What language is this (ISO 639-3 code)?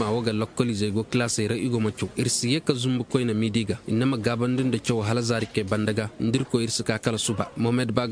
ses